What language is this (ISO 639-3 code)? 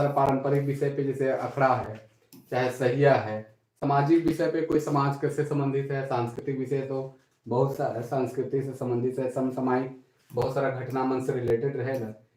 sck